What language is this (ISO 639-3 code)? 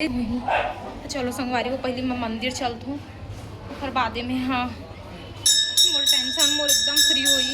hne